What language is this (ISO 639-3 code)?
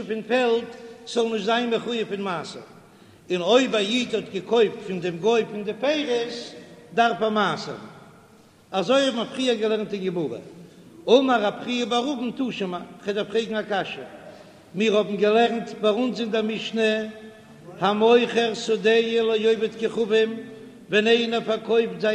yid